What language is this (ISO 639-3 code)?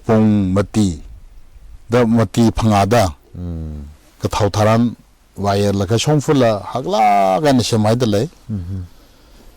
nmf